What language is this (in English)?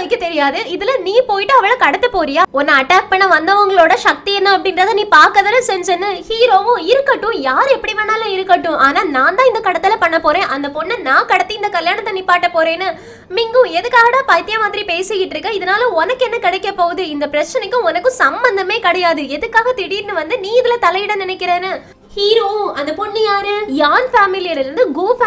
Tamil